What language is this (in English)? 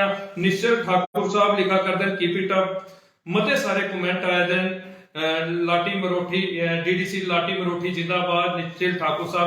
Dogri